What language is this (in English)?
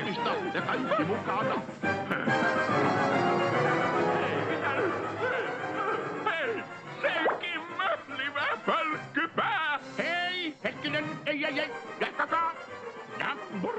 Finnish